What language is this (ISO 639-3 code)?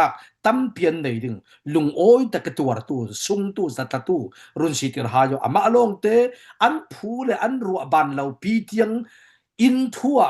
cfm